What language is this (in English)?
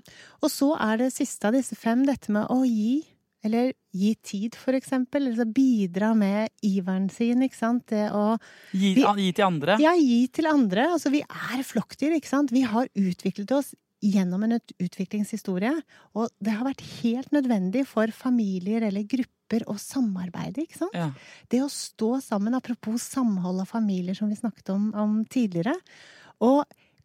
Norwegian